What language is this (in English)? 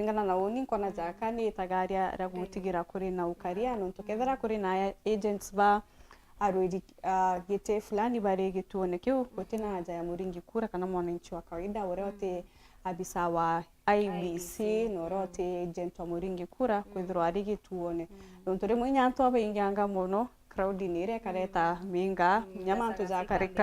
Meru